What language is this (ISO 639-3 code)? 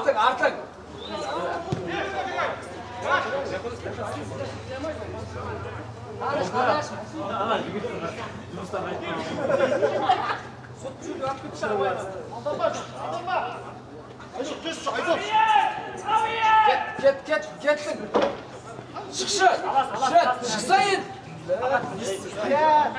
kaz